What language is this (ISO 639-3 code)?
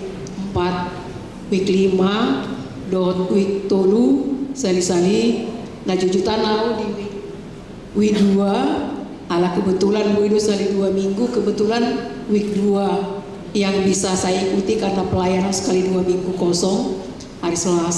bbc